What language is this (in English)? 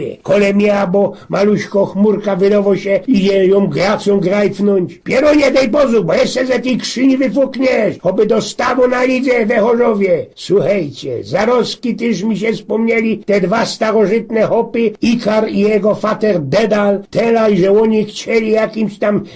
Silesian